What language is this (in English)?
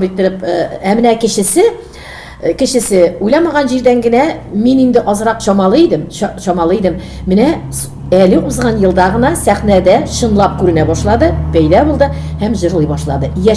Tatar